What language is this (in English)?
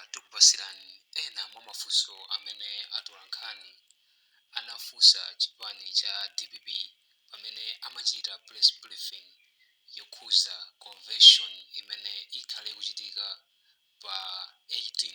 Nyanja